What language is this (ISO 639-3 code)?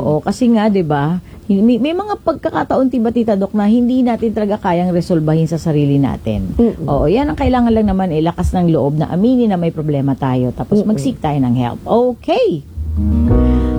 fil